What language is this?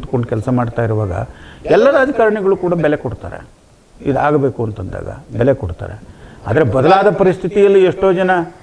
Kannada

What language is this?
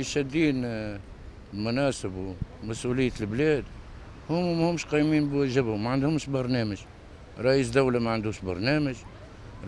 Tunisian Arabic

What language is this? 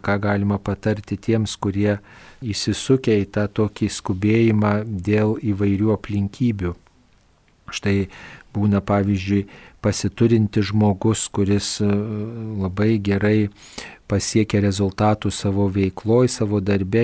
Lithuanian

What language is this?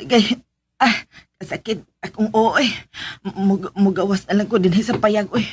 Cebuano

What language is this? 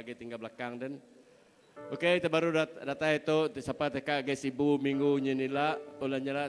Iban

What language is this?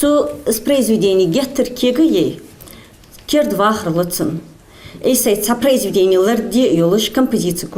Ingush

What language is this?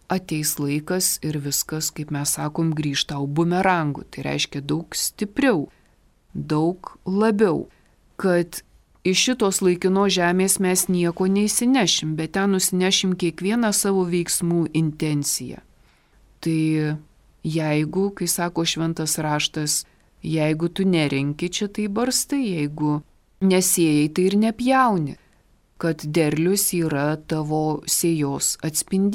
Lithuanian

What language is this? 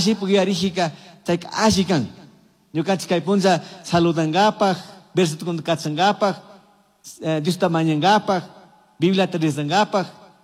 Chimborazo Highland Quichua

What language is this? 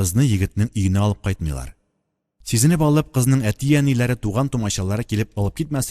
Tatar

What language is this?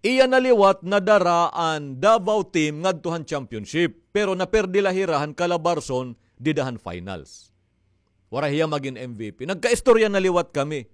Waray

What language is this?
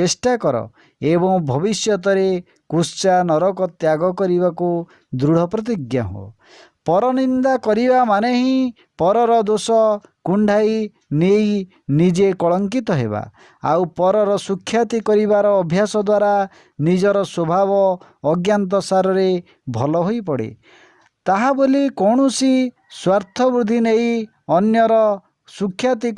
Odia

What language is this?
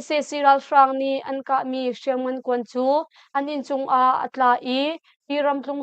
Hakha Chin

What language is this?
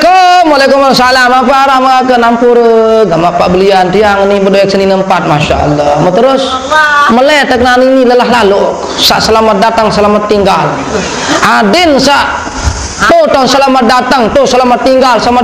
Sasak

